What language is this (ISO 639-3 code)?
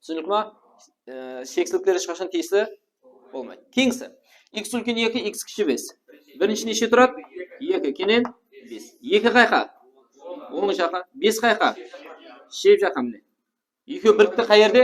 kaa